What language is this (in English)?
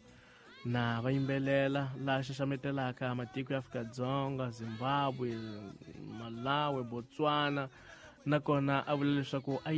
Tsonga